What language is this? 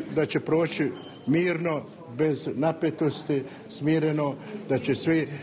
Serbian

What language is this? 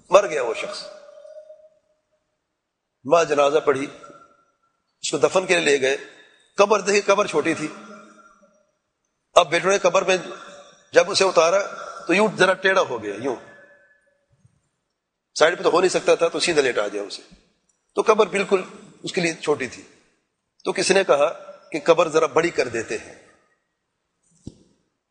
Urdu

